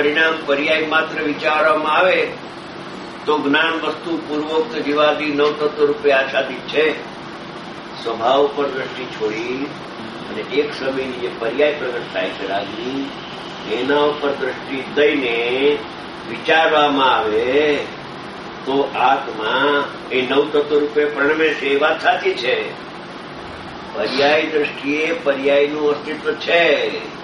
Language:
Gujarati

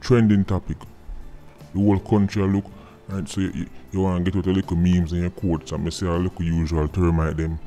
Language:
Jamaican Creole English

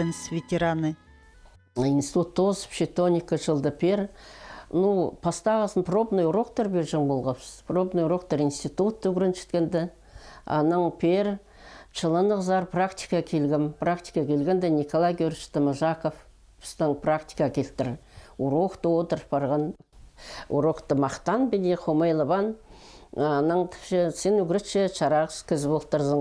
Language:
Khakas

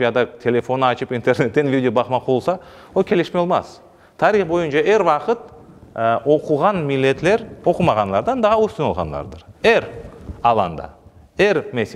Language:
Crimean Tatar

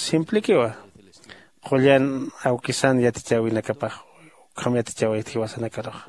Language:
Aymara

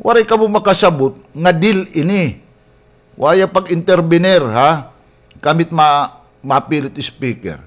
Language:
Waray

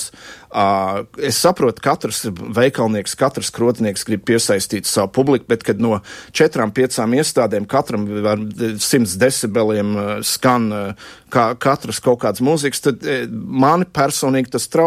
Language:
Latvian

